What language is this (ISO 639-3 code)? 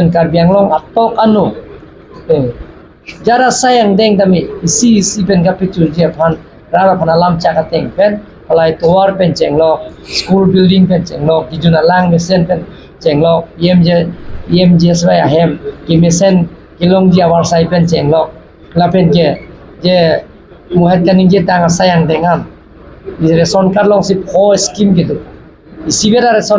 mjw